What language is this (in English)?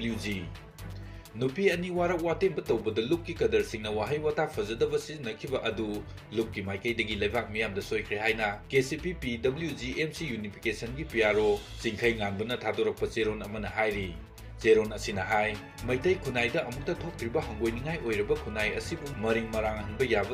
Manipuri